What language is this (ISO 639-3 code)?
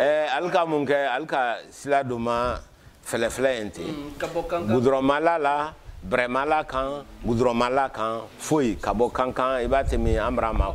bam